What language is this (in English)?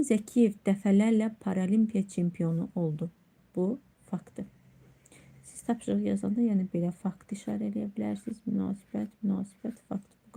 Azerbaijani